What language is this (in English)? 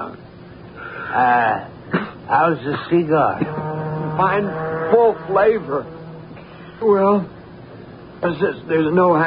English